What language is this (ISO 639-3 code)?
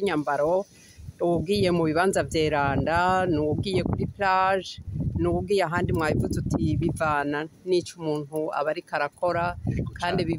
run